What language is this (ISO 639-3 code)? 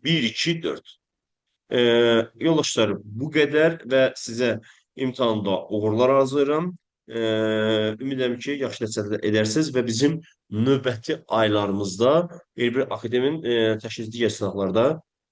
aze